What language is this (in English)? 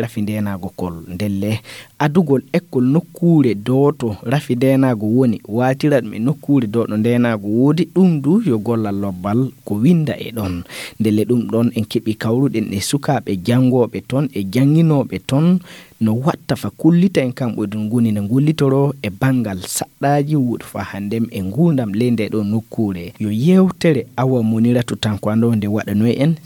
Fula